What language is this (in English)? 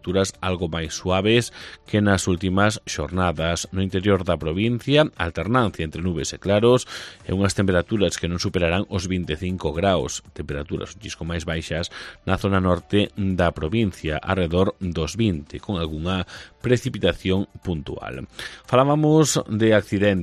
Galician